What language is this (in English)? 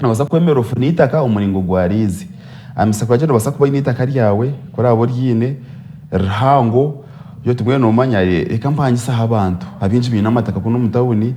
Nyankole